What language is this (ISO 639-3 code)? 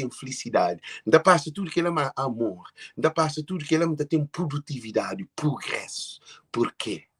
kea